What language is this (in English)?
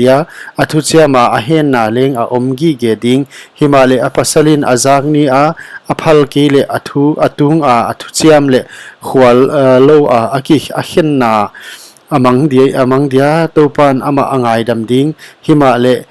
Paite Chin